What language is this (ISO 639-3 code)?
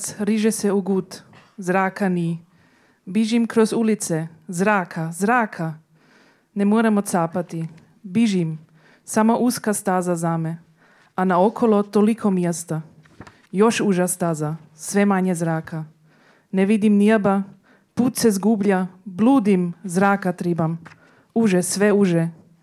hrv